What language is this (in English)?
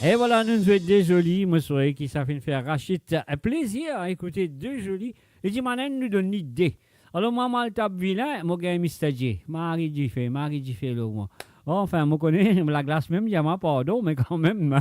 Morisyen